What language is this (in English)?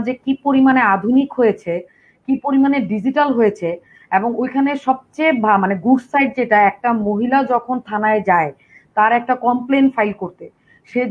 Bangla